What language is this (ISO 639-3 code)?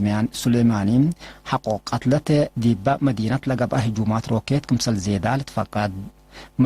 tig